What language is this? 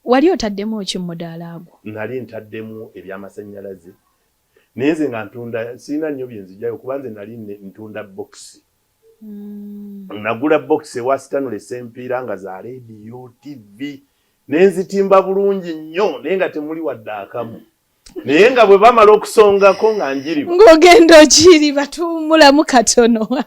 Ganda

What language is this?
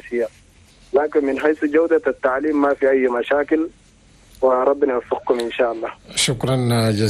Chadian Arabic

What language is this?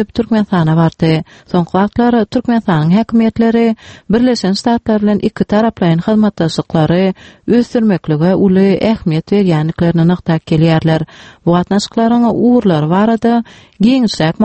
Turkmen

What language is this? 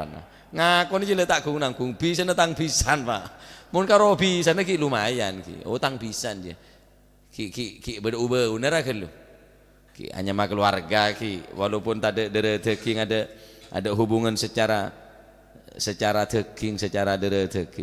Madurese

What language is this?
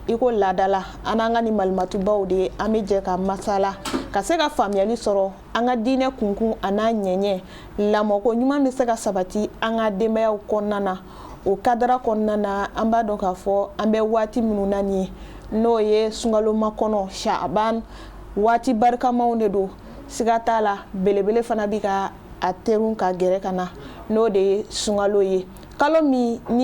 Bambara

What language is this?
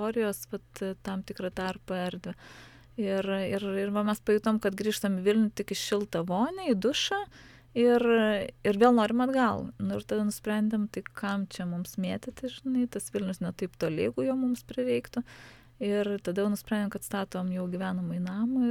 Lithuanian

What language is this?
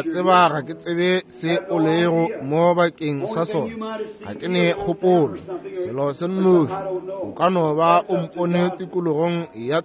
Northern Sotho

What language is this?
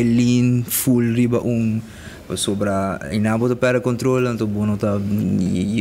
Papiamento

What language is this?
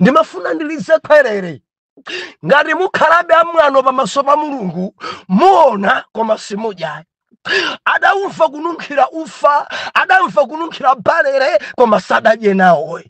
Nyanja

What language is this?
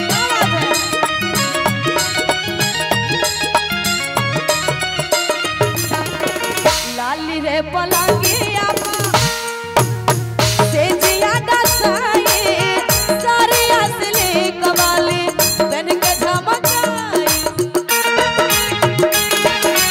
Bhojpuri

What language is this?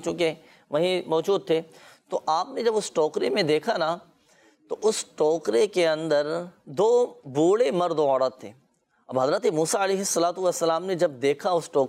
Urdu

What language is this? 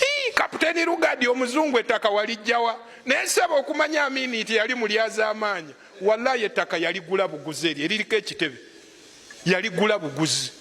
Ganda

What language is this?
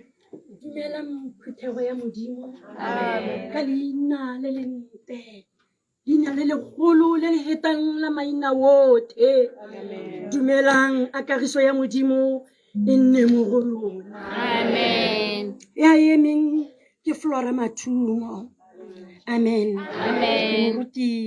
Tswana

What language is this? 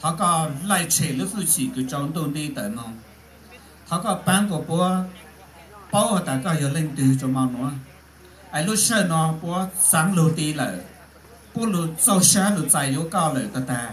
Hmong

